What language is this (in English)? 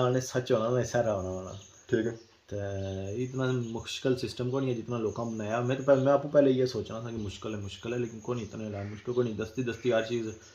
Pahari-Potwari